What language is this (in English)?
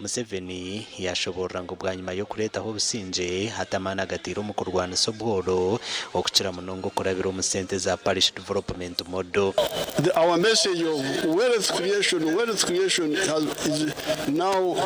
Nyankole